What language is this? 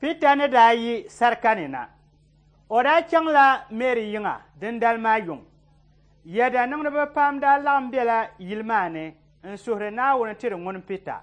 Dagbani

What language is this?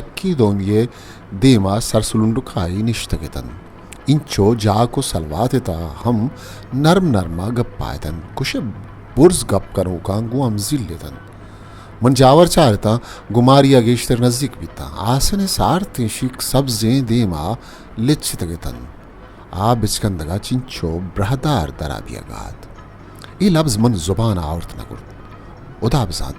Baluchi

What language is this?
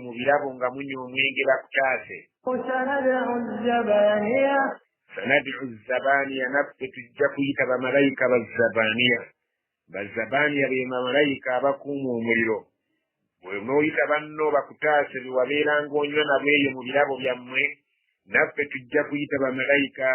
Ganda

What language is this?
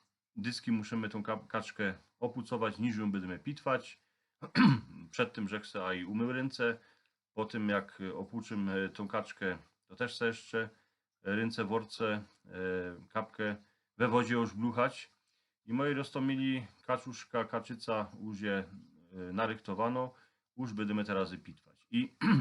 Silesian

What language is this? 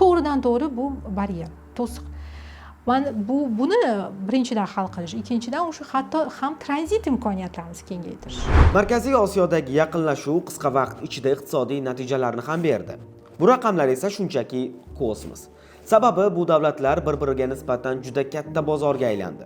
Uzbek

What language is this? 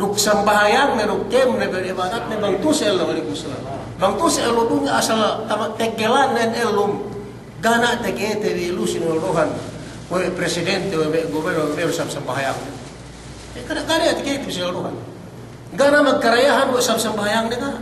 Yakan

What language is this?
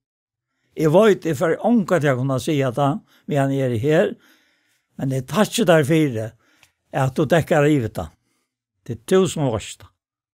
Faroese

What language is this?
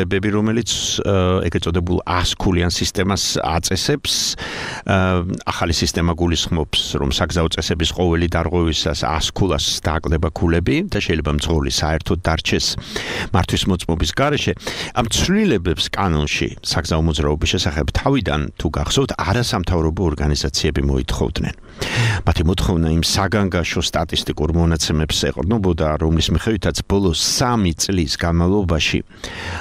Georgian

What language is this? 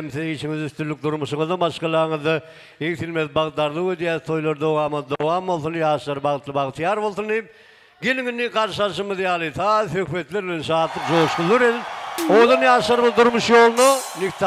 Turkmen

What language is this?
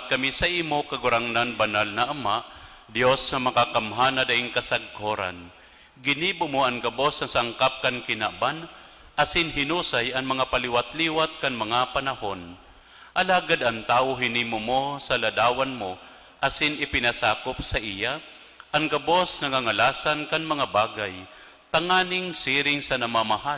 Bikol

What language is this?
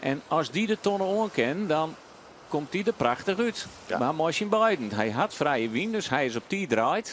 Western Frisian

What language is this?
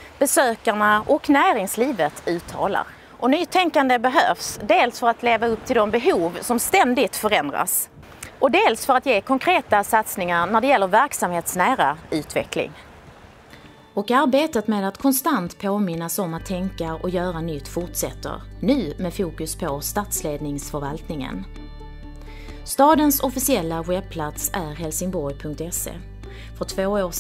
Swedish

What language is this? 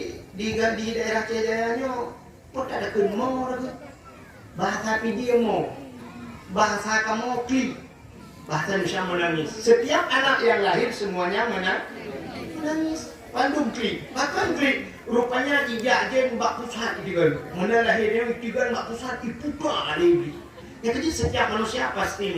Achinese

